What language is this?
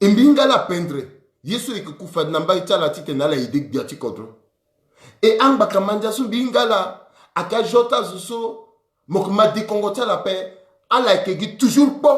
Sango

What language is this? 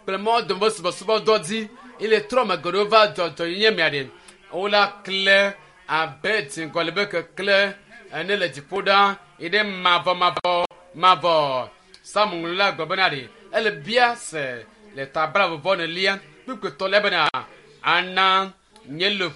Ewe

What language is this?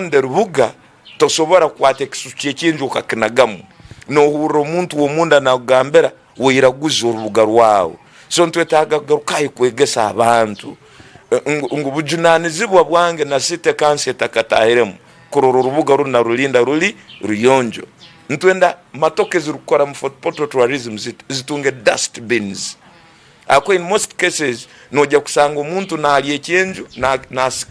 Tooro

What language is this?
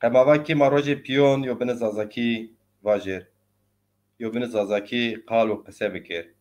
Zaza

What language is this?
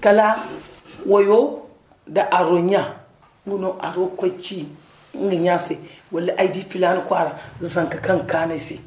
Zarma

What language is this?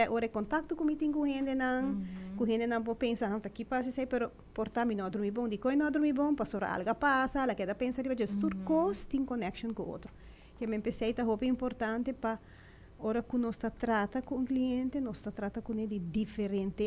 Papiamento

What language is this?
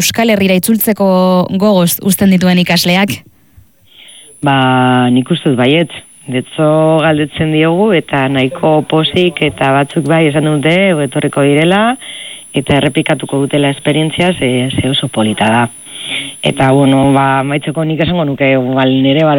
Basque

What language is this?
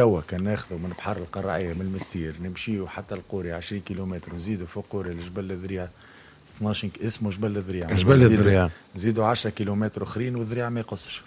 Tunisian Arabic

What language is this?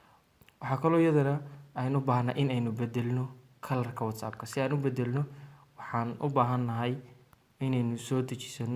Somali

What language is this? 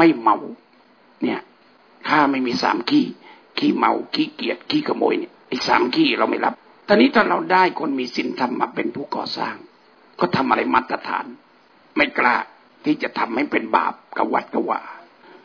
Thai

